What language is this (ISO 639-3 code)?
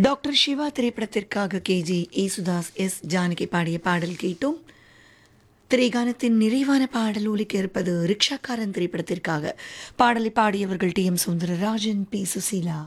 tam